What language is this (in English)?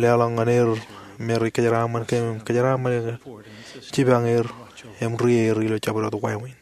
Marshallese